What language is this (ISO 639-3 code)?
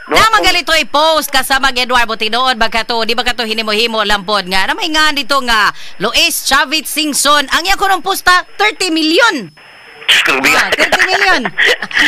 ceb